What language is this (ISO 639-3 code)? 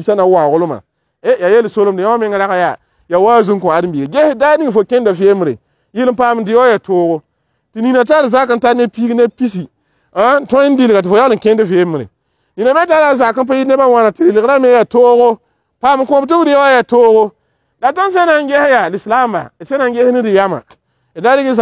mos